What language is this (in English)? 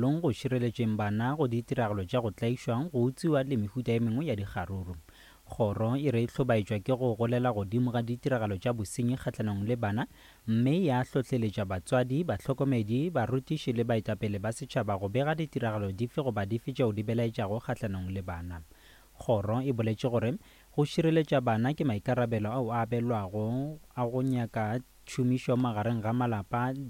Northern Sotho